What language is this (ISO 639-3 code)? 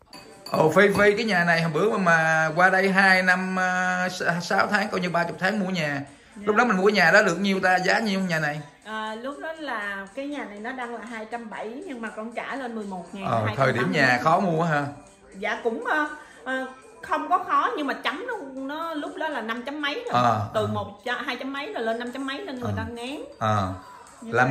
vie